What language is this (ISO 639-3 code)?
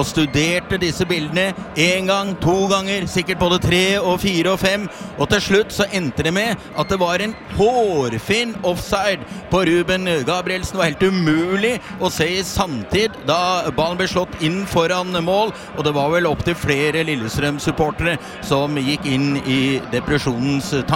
nor